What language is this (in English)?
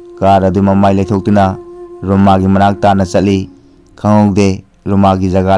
Manipuri